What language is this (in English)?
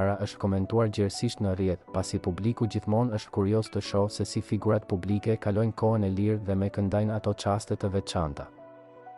Albanian